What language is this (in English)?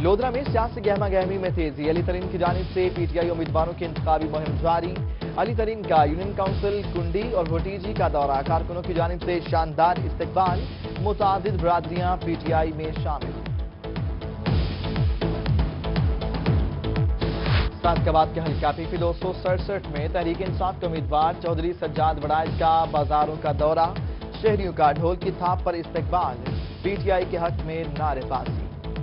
Urdu